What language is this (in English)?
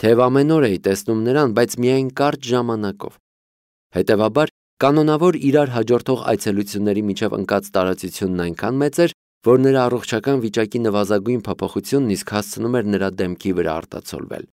Armenian